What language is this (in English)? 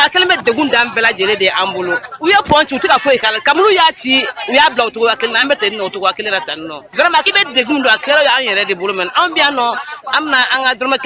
Bambara